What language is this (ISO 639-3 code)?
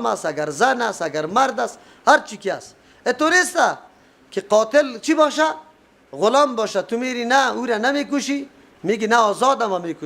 fas